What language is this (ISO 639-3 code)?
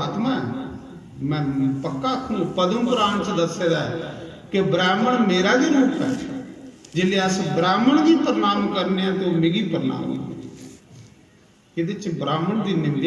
doi